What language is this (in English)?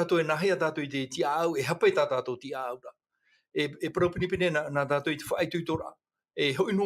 Tahitian